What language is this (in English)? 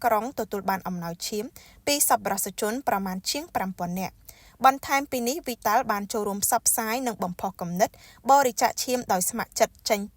Khmer